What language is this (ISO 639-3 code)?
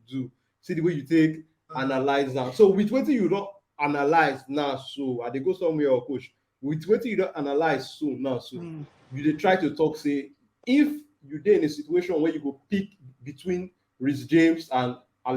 pcm